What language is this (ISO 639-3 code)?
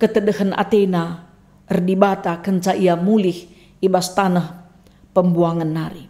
btx